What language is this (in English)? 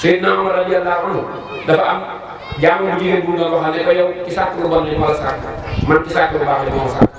Wolof